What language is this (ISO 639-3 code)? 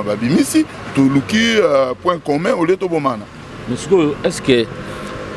lin